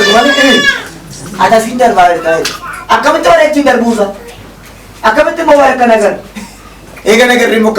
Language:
Oromo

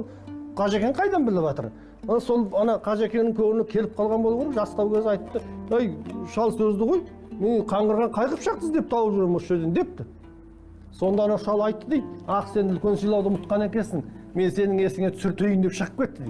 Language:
Kazakh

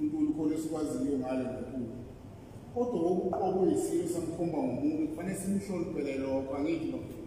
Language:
Zulu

